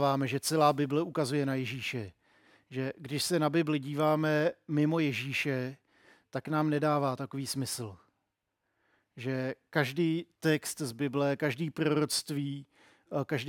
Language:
Czech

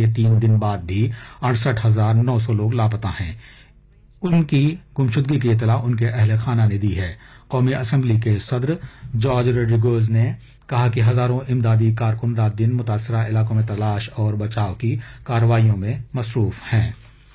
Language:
Urdu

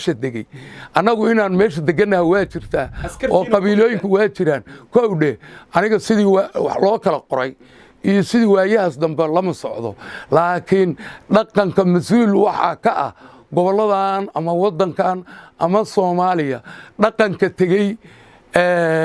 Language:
Somali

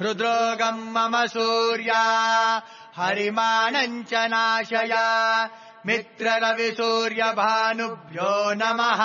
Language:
Sanskrit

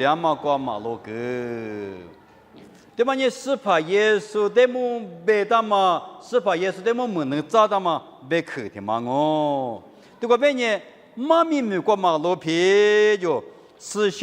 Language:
Lisu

